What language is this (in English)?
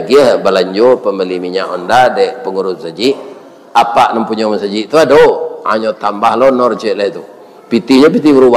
Minangkabau